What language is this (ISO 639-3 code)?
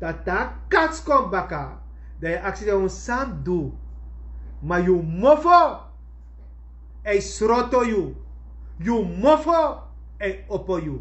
srn